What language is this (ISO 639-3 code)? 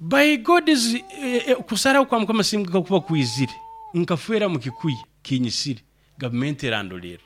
nyo